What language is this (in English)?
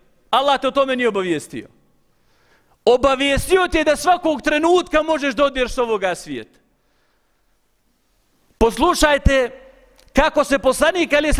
Bosnian